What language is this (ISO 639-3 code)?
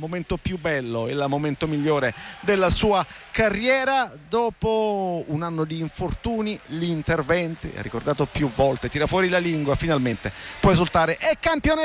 ita